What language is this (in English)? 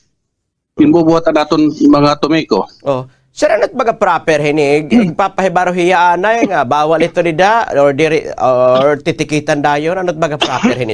Waray